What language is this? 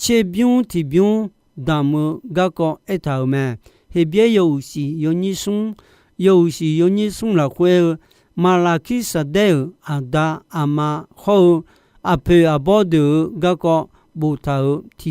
Akha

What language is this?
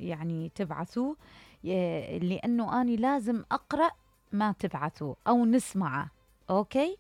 Mesopotamian Arabic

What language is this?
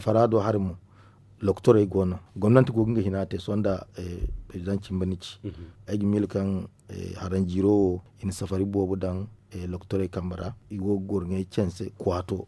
Zarma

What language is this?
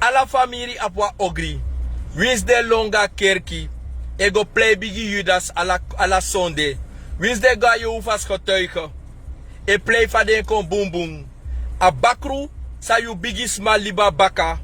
Sranan Tongo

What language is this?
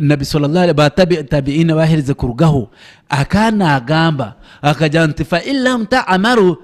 Nyankole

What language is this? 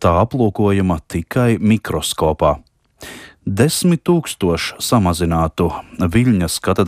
Latvian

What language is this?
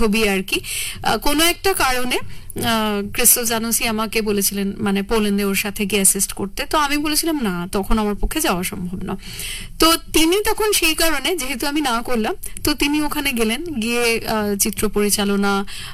Bangla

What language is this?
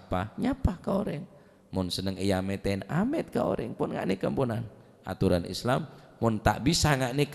Madurese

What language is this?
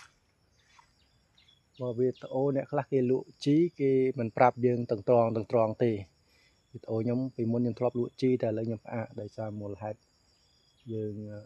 Khmer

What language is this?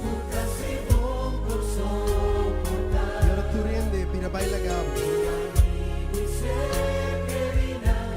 Papiamento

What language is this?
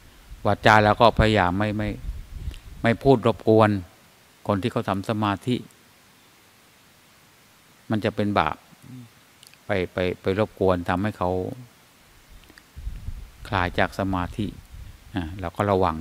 Thai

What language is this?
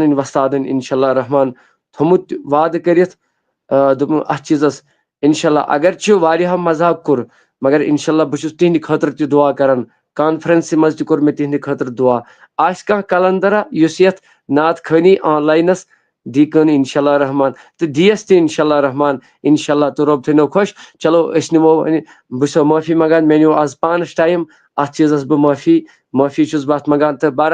Kashmiri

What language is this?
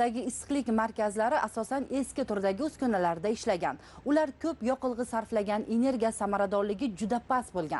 Uzbek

